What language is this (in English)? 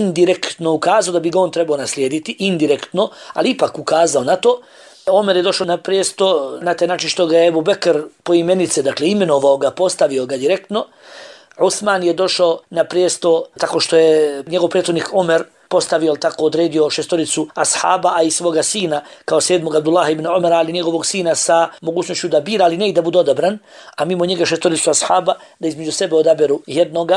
Bosnian